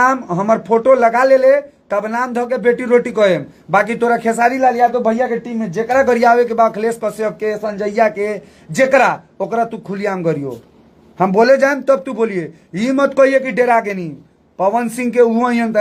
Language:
Bhojpuri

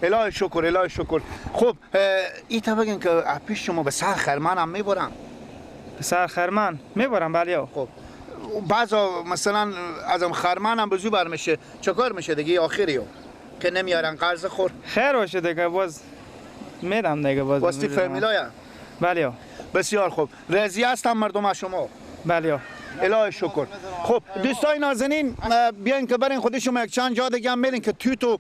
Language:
Persian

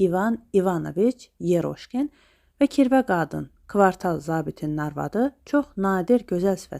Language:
Azerbaijani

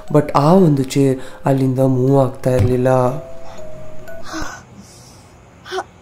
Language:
Kannada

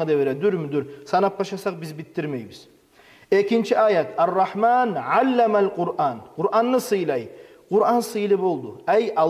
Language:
Kumyk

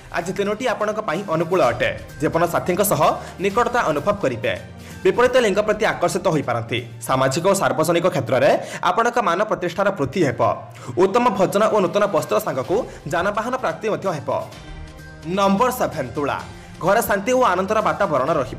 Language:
Odia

